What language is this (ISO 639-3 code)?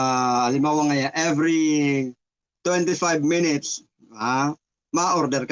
bik